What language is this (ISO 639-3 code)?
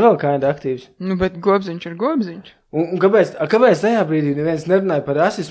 lav